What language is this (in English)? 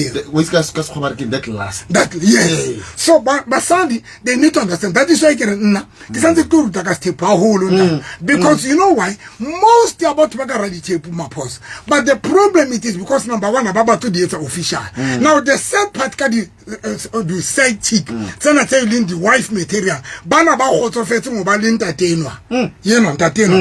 Southern Sotho